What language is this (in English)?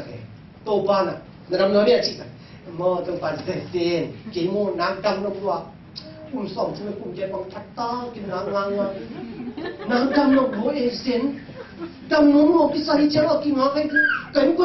Tedim Chin